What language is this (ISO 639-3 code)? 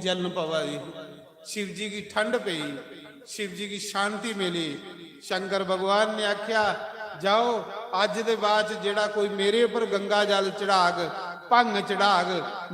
doi